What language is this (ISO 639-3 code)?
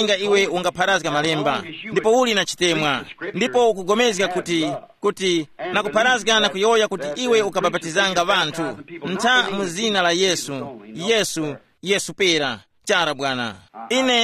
tum